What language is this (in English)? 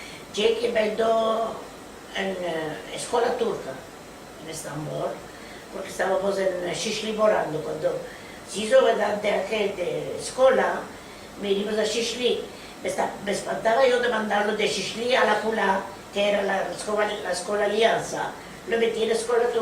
Ladino